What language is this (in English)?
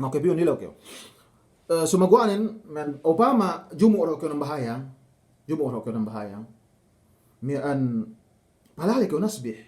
Yakan